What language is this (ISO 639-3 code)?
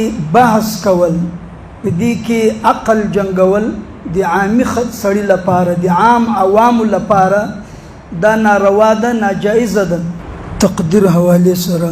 pus